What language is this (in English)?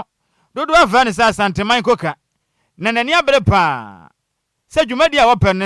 Akan